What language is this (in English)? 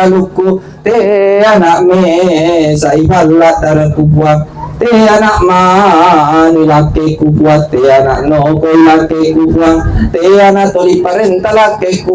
Buginese